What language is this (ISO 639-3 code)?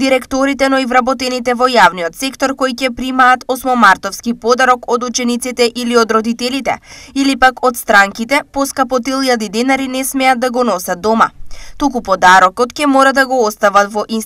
mkd